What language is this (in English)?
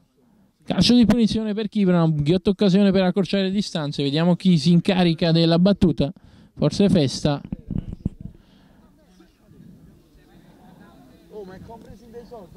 Italian